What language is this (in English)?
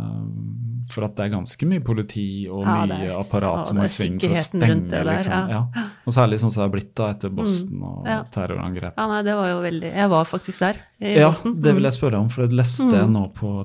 Norwegian